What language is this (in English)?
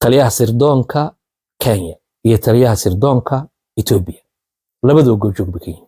Somali